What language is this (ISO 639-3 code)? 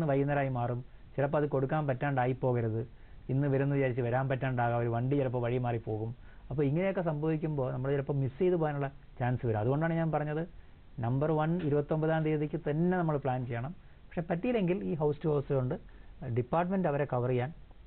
mal